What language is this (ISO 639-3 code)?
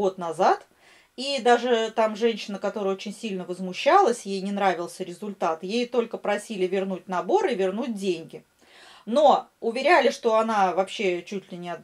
rus